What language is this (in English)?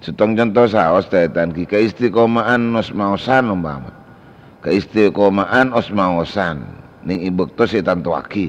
Madurese